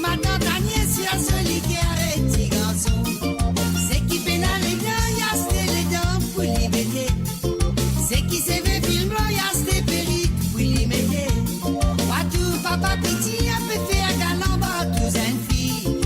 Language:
Morisyen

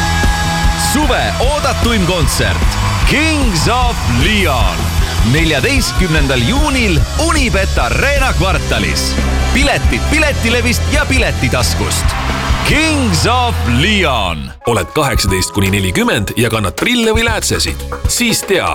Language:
Estonian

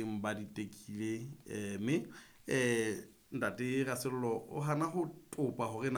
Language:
Southern Sotho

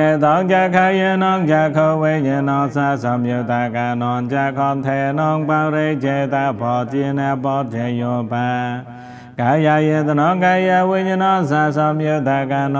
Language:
Pali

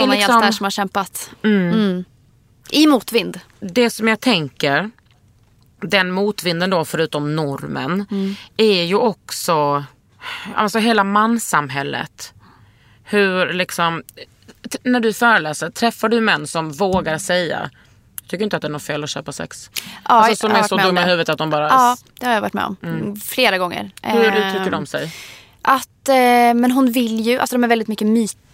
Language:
Swedish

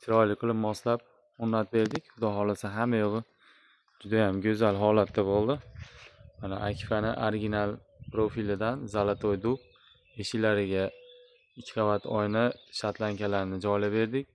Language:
Uzbek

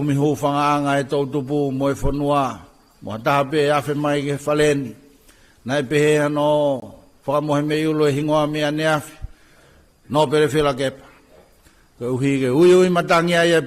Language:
Tongan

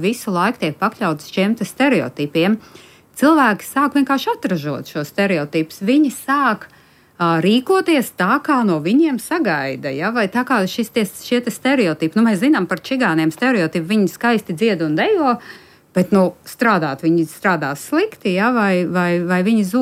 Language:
Latvian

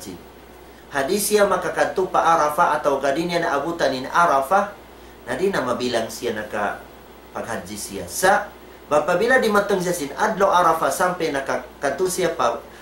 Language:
Tausug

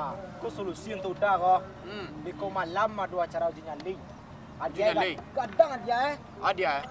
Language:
Minangkabau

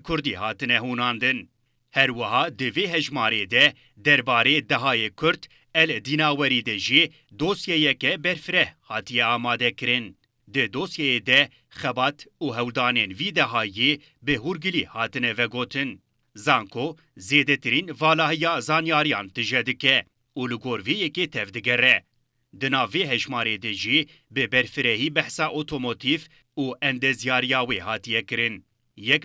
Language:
Kurdish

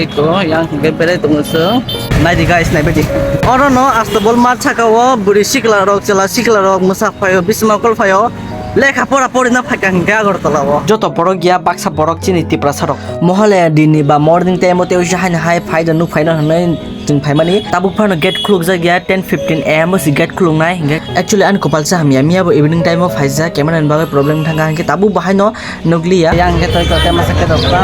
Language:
Kok Borok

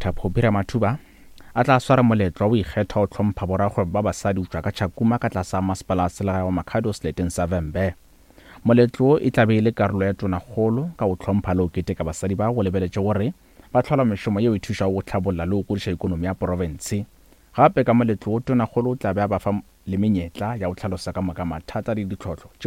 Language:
Northern Sotho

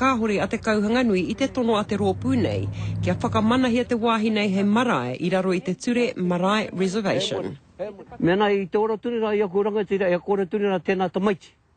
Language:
Māori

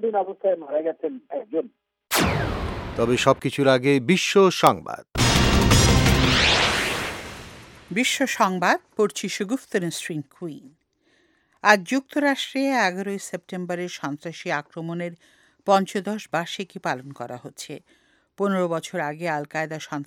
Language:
Bangla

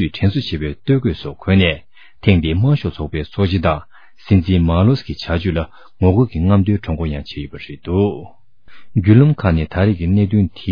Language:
Tibetan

